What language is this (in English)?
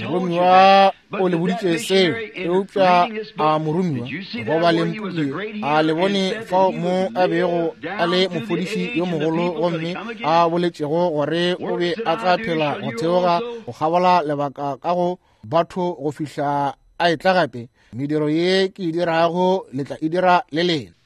Northern Sotho